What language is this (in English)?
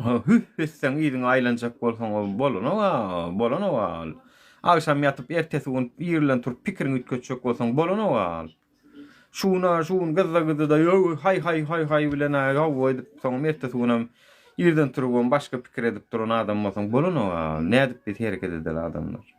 Turkmen